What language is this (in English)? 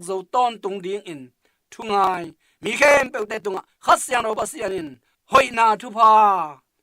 Tedim Chin